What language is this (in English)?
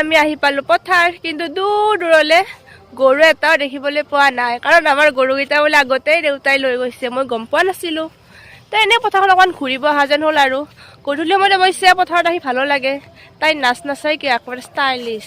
Assamese